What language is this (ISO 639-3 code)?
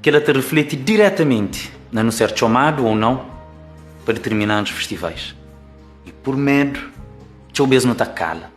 kea